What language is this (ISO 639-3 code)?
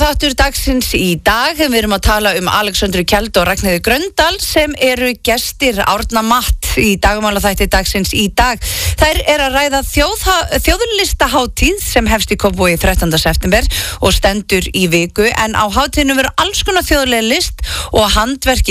isl